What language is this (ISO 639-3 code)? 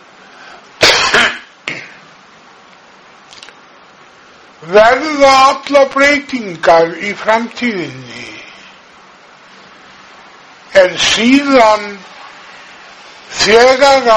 isl